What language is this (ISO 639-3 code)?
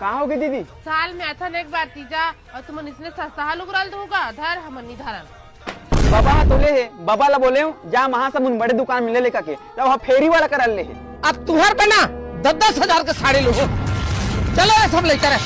hne